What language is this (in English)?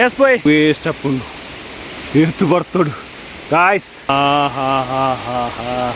Tulu